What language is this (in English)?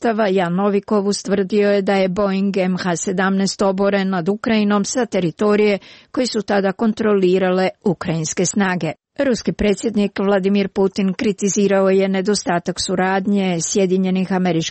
Croatian